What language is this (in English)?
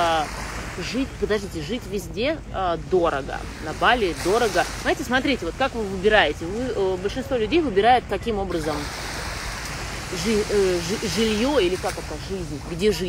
Russian